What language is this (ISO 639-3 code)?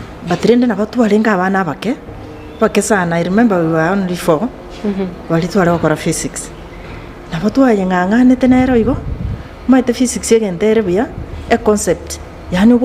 guz